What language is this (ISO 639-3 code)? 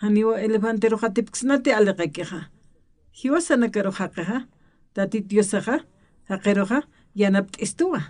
aym